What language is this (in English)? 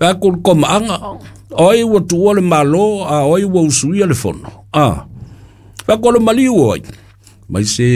Samoan